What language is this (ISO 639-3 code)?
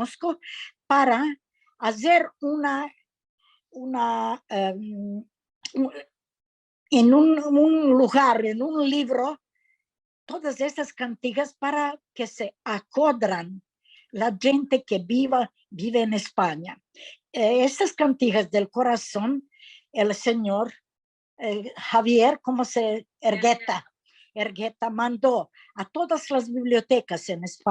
lad